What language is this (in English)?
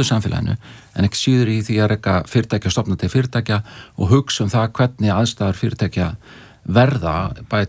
Icelandic